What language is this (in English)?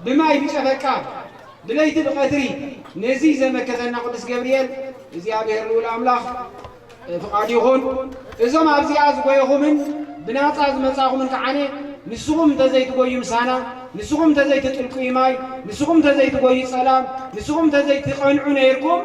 Tigrinya